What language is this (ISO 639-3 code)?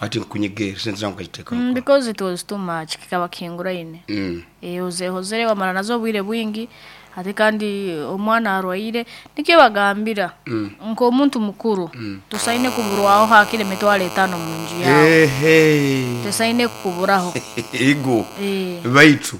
nyn